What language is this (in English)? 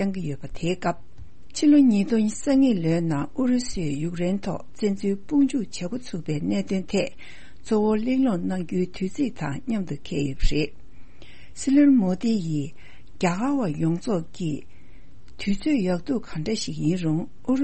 Tibetan